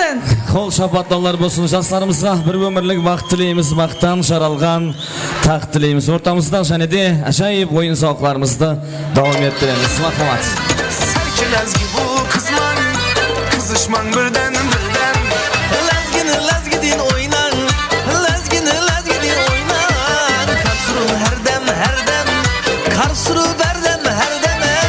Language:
Kara-Kalpak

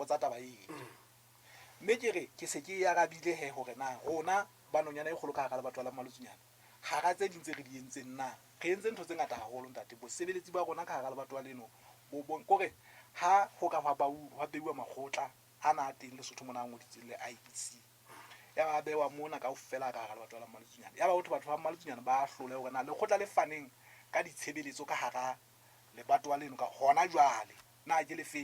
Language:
Southern Sotho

